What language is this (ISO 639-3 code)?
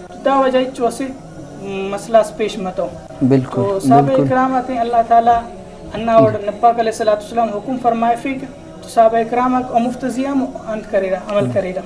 brh